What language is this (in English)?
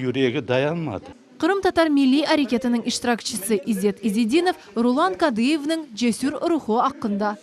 Crimean Tatar